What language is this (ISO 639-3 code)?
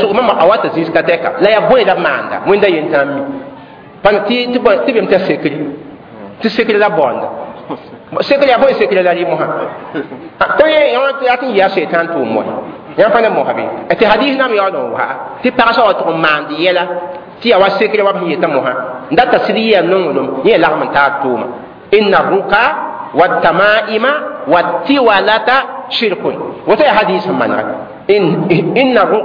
mos